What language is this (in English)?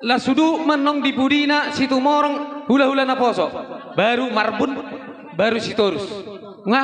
Batak Toba